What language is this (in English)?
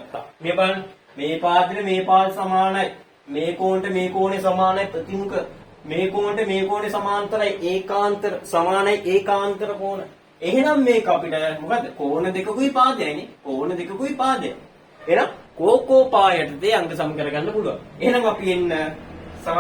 Sinhala